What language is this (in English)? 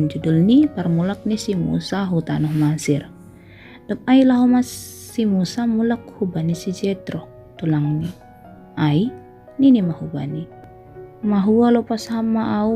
Batak Simalungun